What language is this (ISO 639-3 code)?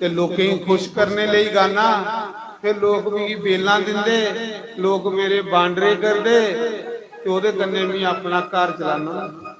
doi